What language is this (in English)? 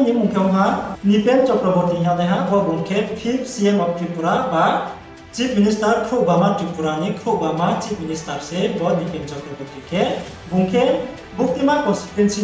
Riang (India)